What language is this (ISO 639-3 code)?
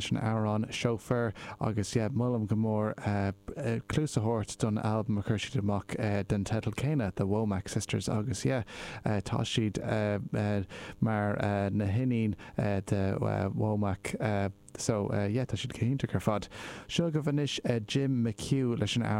gle